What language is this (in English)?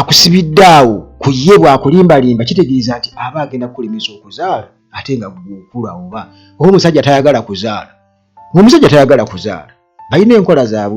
Ganda